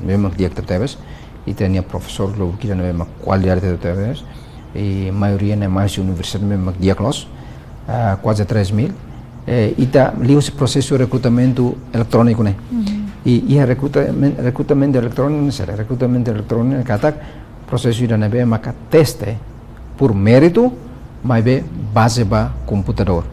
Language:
Tetum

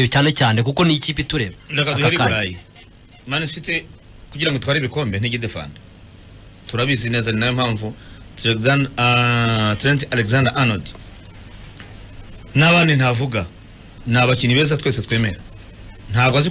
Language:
Kinyarwanda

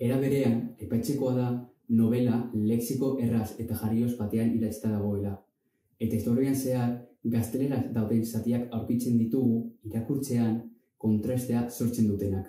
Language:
Basque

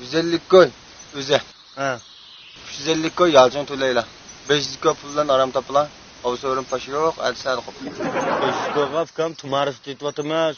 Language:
Uyghur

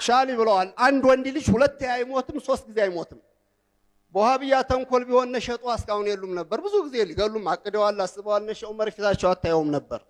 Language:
Amharic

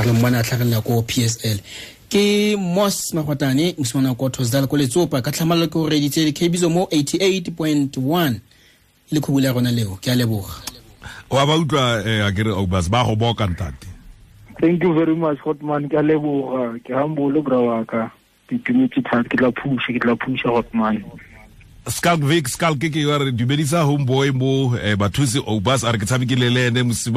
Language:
Tswana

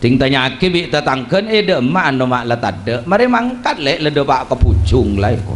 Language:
Madurese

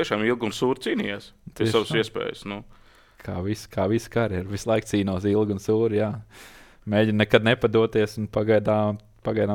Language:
Latvian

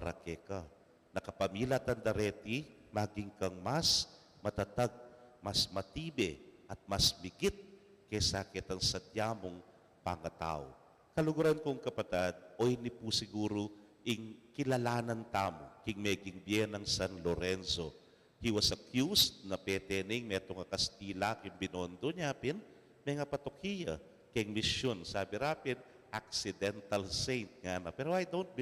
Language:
Pampanga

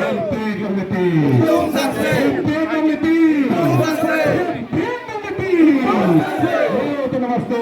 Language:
Karbi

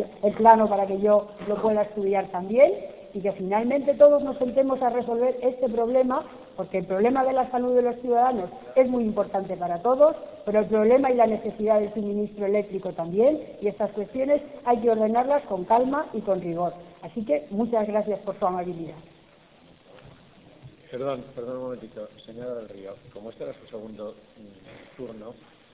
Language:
Spanish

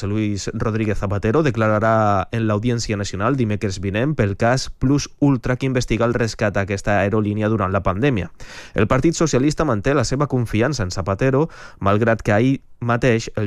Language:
Catalan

